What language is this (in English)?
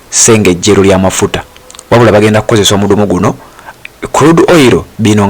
Ganda